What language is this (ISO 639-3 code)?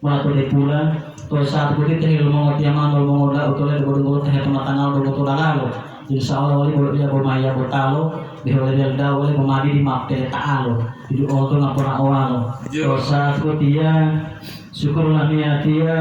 gor